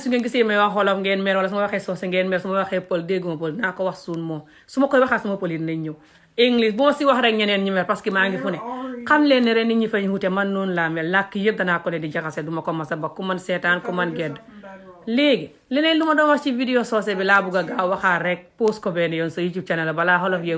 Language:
Wolof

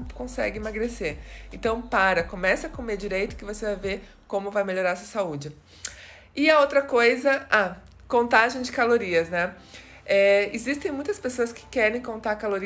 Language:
Portuguese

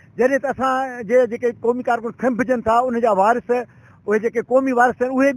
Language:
Sindhi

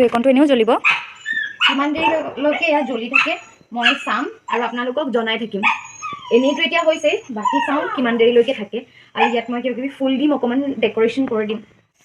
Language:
Assamese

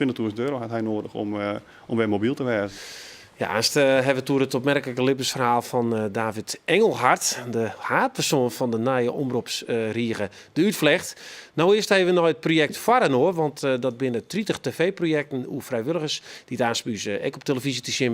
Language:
Western Frisian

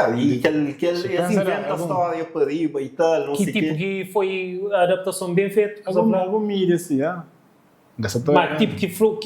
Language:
Kabuverdianu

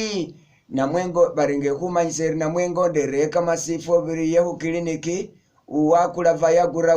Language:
Masaaba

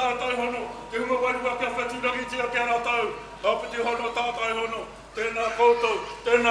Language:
Māori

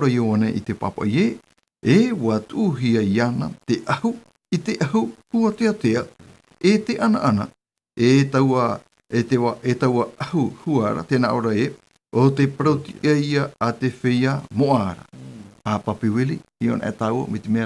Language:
Tahitian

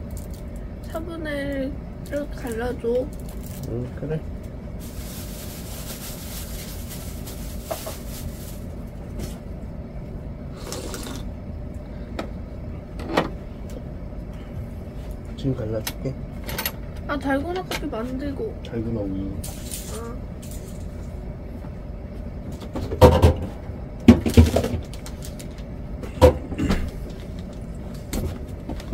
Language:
Korean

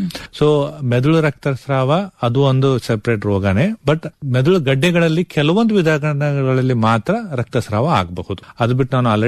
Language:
Kannada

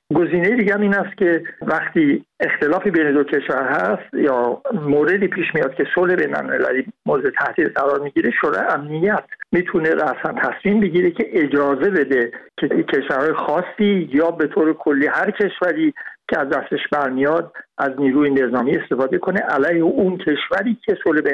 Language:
Persian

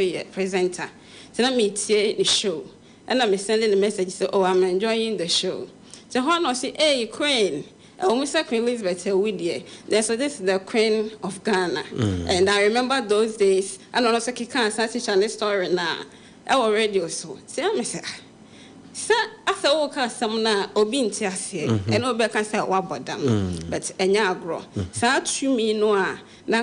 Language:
Akan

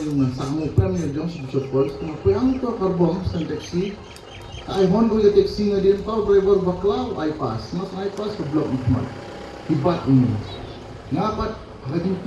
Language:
Khasi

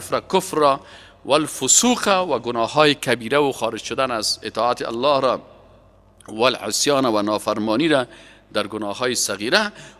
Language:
Persian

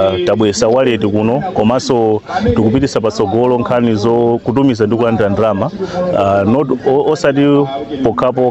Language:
Nyanja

